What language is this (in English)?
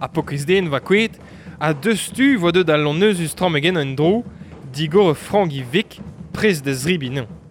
Breton